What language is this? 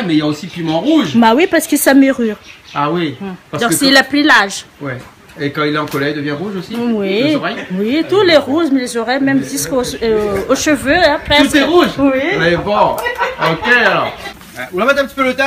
Réunion Creole French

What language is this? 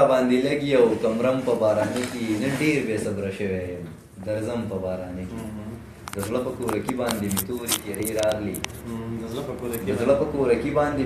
Pashto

